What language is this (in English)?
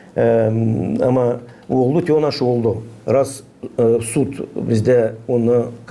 Gagauz